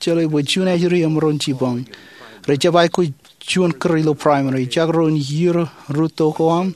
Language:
Marshallese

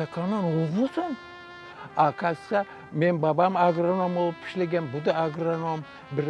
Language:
Crimean Tatar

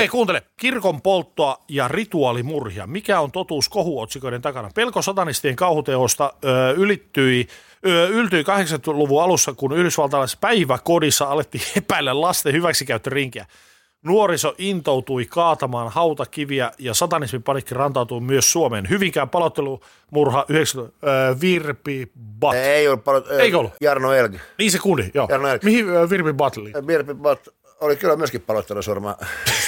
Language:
Finnish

